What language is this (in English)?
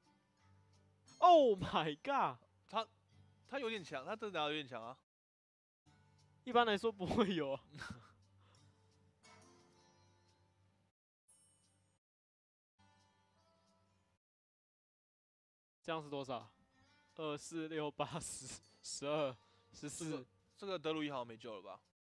Chinese